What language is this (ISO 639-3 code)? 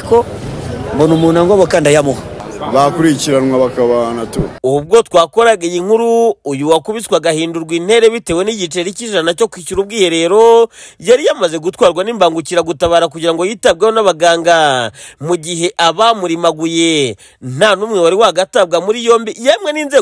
kin